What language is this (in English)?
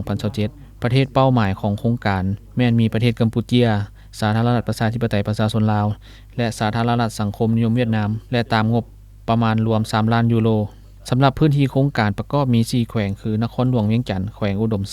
Lao